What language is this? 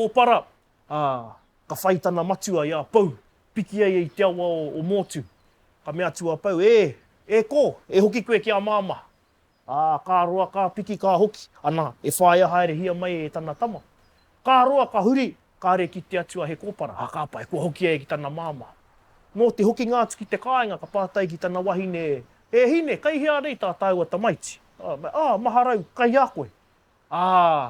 Māori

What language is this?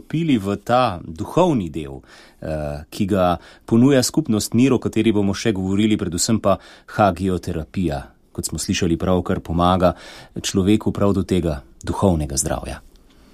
Slovenian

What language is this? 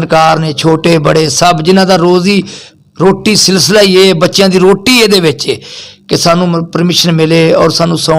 Western Panjabi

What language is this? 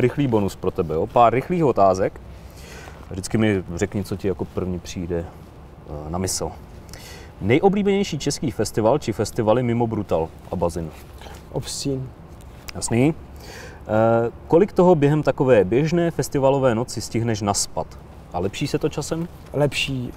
Czech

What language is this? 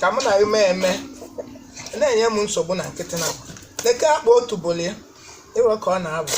Igbo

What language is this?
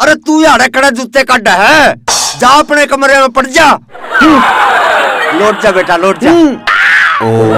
Haryanvi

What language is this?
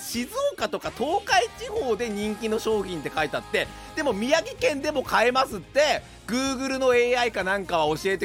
Japanese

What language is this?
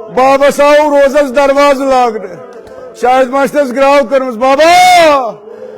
Kashmiri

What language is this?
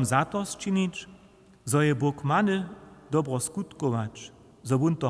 Upper Sorbian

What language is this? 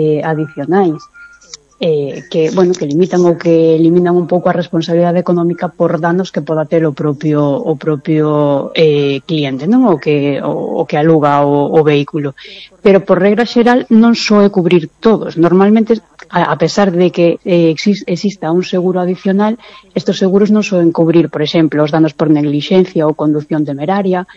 Galician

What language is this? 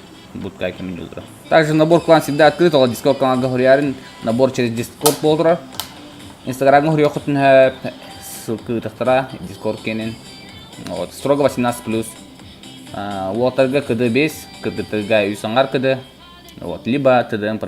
Yakut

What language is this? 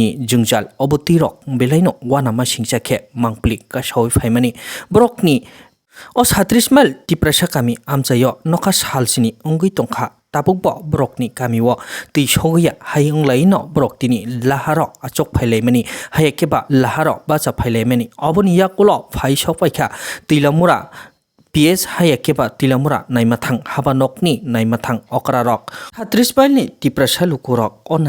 Kok Borok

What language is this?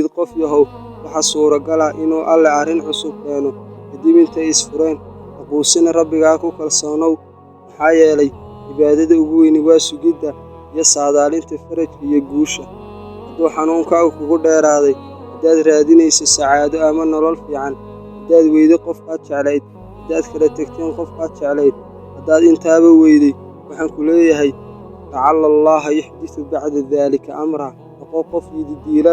Somali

